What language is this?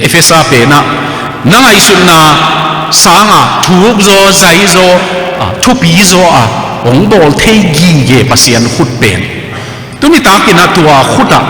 Tedim Chin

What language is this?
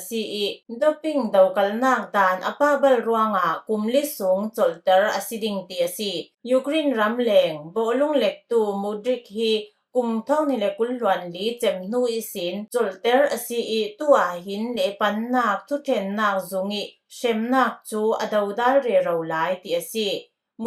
Falam Chin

